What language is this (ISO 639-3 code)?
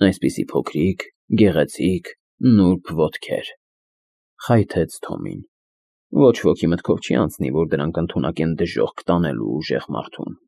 hye